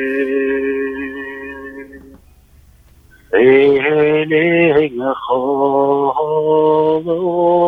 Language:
Buriat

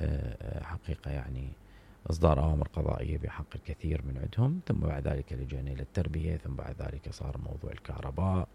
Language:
Mesopotamian Arabic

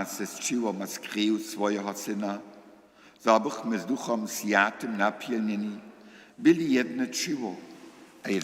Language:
Upper Sorbian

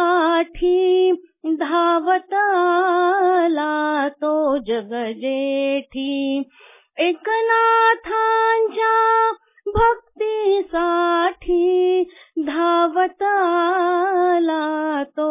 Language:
Marathi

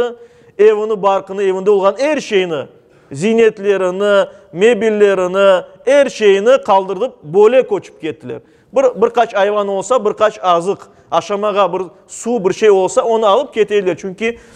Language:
Crimean Tatar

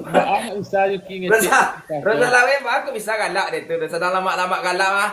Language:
Minangkabau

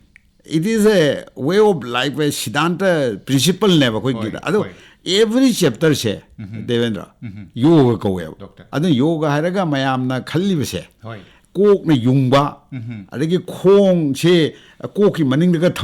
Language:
Manipuri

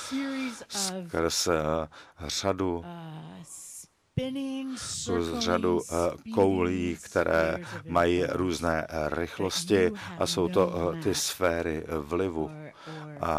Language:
Czech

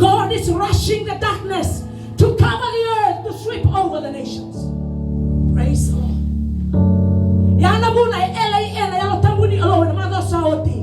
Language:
Fijian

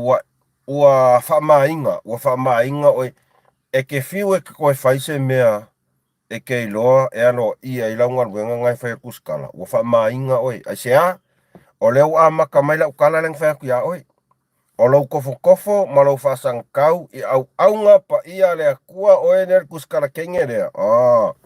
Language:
Samoan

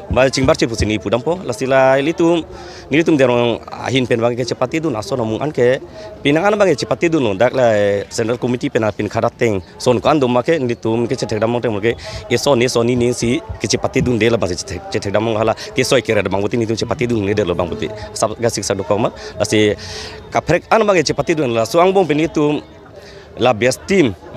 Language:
Karbi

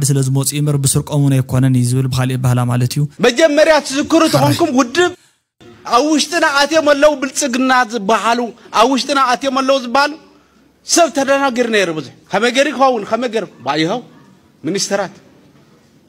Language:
Tigrinya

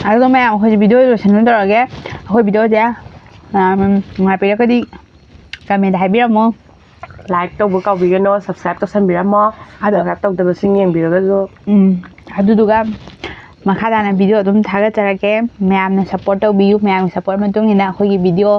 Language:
Manipuri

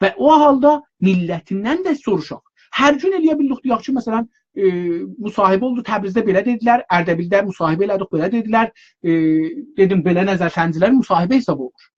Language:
South Azerbaijani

